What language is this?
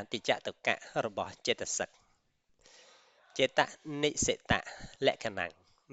Khmer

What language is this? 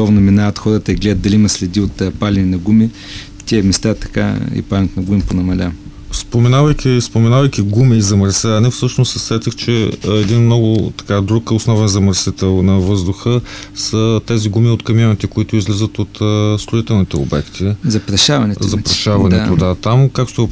Bulgarian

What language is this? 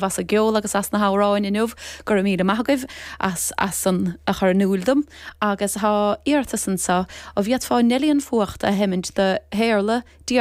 Irish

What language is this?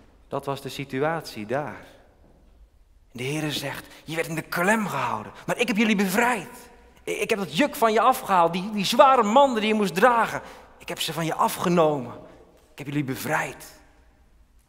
Dutch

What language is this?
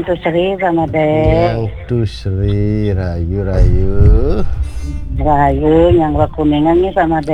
Balinese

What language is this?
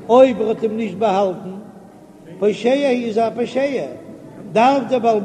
Yiddish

